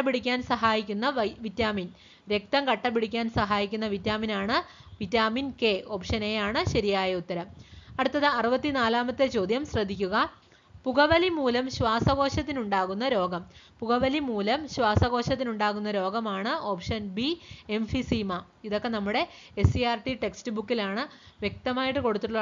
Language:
Malayalam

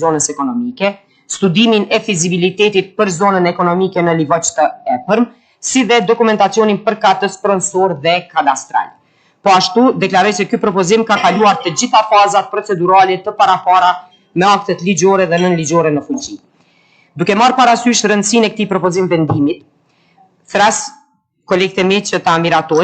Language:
Albanian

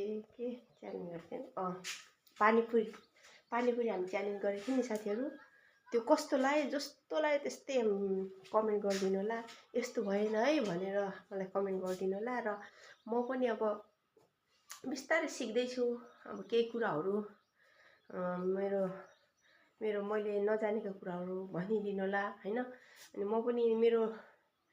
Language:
Nepali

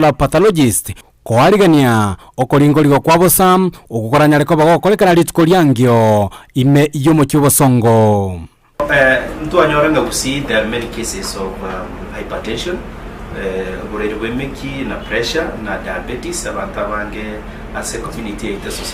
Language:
Gusii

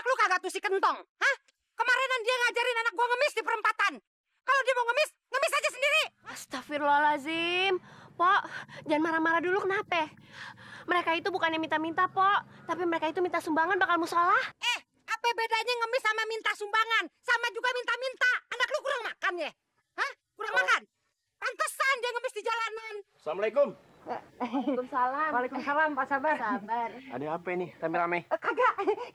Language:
Betawi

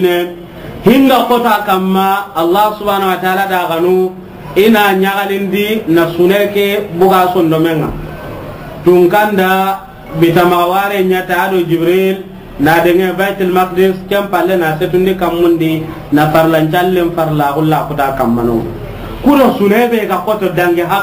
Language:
Soninke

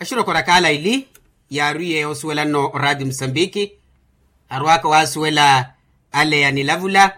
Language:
Makhuwa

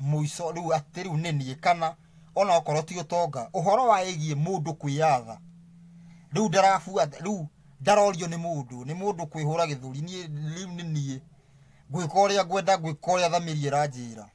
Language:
Kikuyu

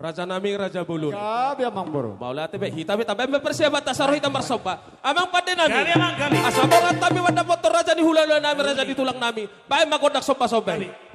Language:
Batak Toba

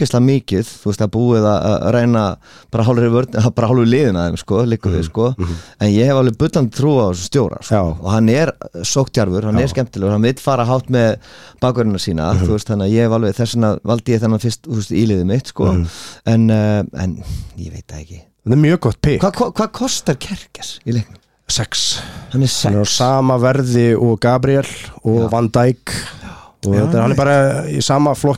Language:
Icelandic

